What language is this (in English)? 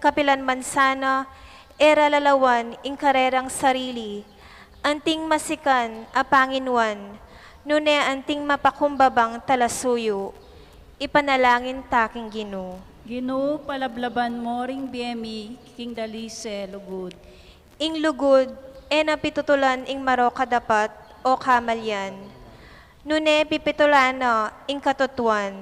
Pampanga